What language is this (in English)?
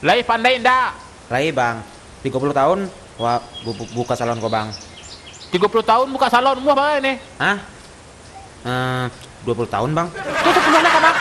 Minangkabau